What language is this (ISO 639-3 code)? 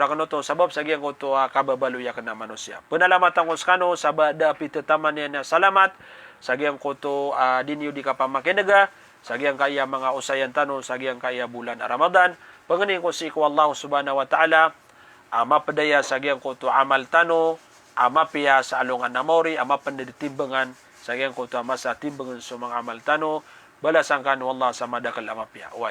mrw